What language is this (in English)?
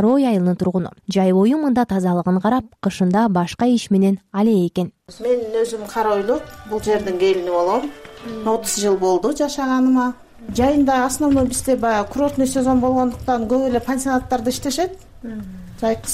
Kyrgyz